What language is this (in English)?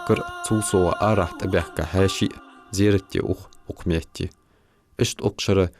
Ingush